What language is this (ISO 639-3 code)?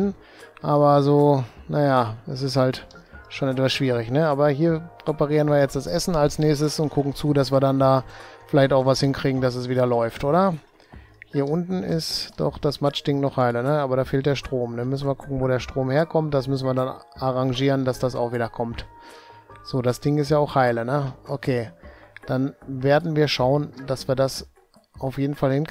deu